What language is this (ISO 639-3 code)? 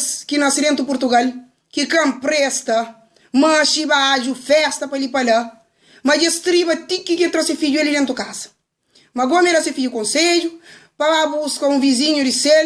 kea